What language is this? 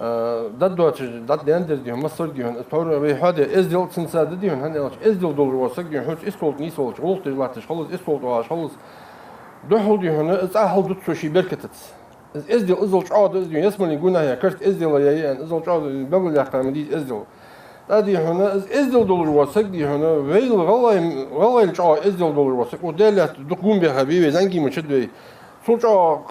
Ingush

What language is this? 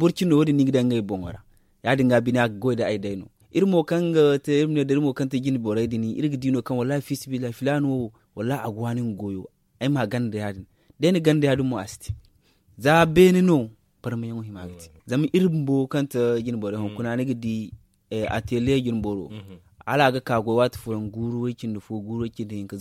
Zarma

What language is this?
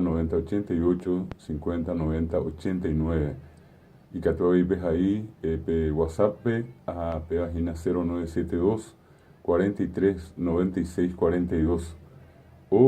Guarani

